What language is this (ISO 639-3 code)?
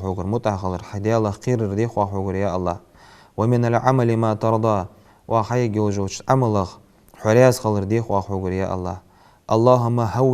inh